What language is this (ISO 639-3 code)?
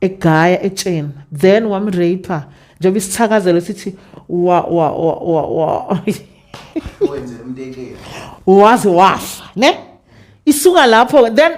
zul